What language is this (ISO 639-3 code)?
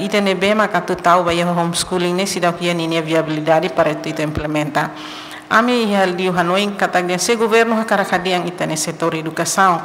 tet